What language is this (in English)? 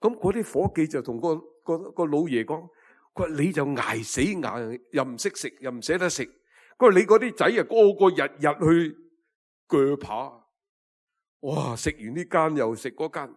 Cantonese